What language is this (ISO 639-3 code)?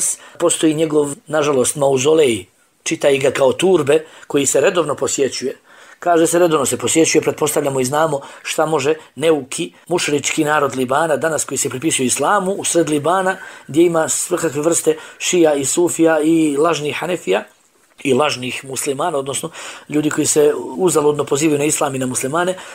bos